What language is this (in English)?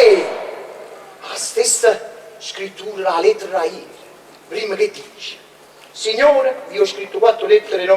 Neapolitan